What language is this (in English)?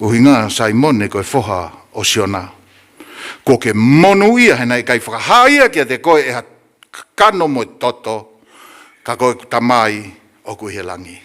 Tongan